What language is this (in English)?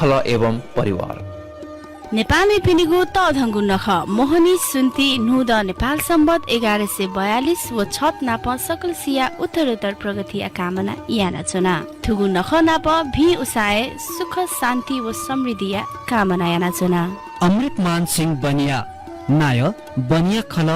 Newari